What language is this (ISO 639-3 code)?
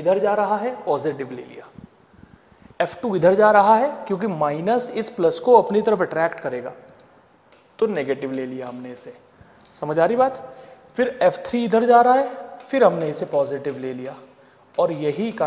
hin